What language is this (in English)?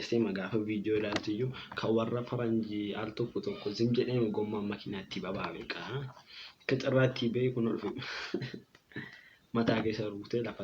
Oromo